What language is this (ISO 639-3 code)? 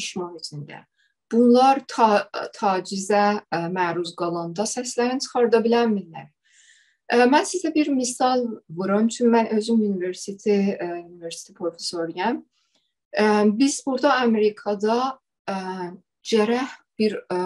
azb